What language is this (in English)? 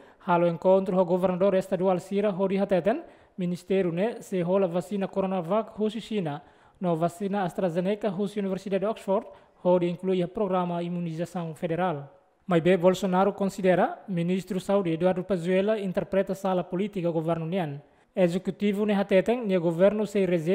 Tetum